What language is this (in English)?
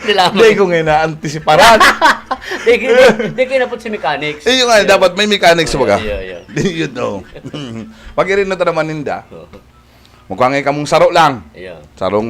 Bikol